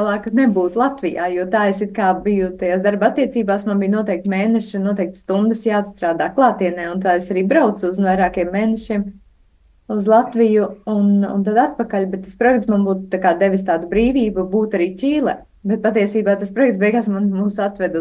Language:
Latvian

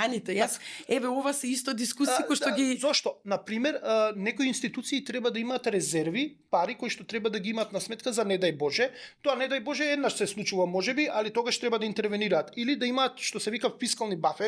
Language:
Macedonian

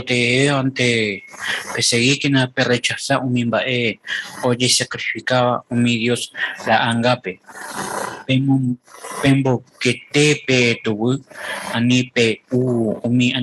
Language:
Guarani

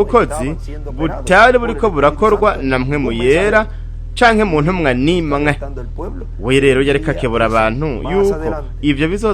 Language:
Rundi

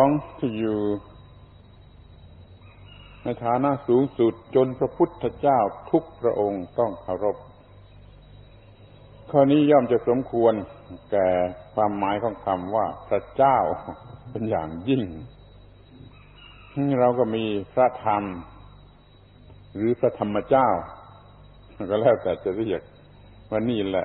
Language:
Thai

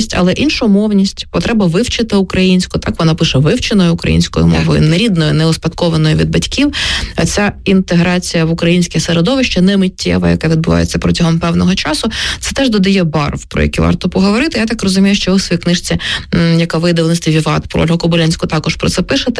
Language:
Ukrainian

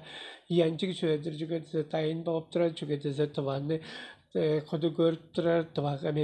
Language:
Tuvinian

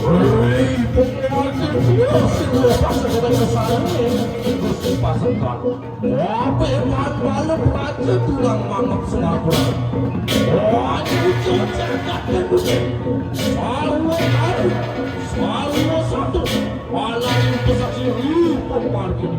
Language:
Balinese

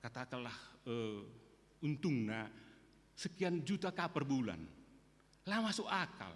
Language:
Batak Karo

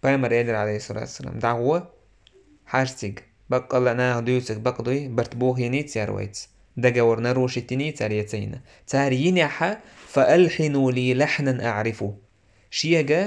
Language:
Chechen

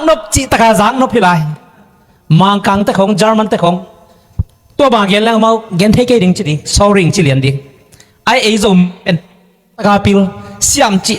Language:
Tedim Chin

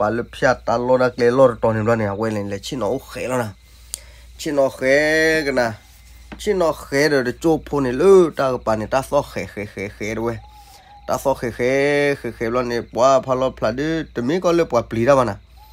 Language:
S'gaw Karen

